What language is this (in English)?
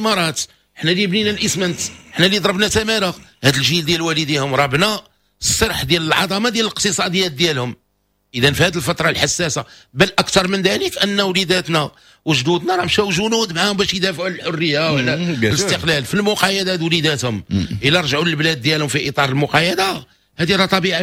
Moroccan Arabic